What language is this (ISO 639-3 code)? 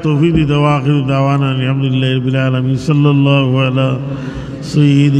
syl